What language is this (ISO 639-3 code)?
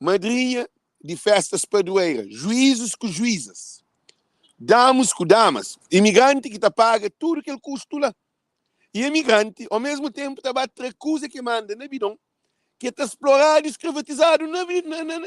kea